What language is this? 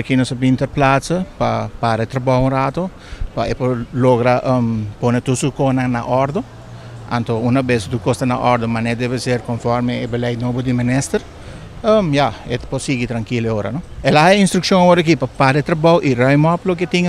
Papiamento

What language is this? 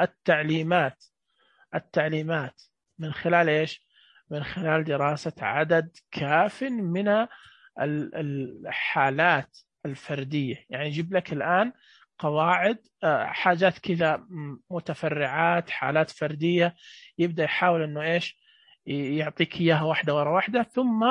Najdi Arabic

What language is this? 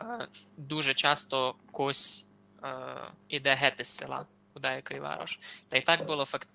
Rusyn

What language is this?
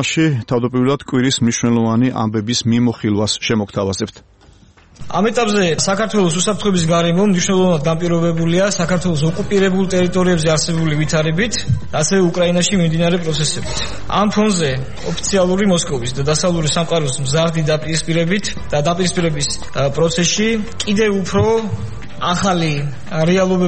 Georgian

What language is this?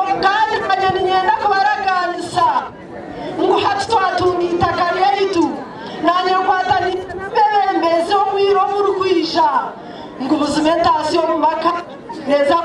Nyankole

